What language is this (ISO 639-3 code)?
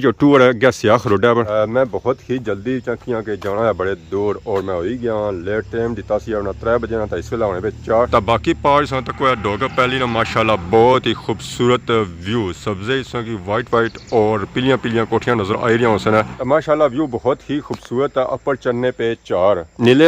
phr